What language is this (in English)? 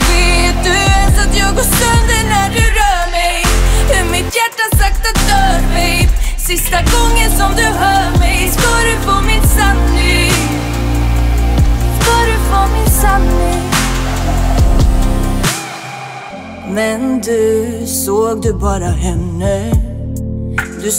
Swedish